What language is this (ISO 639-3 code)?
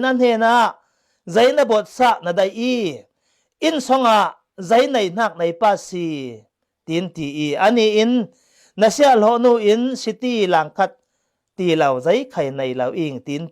cfm